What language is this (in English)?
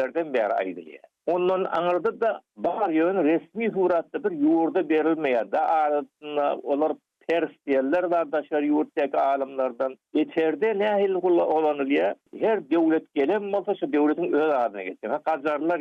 Turkmen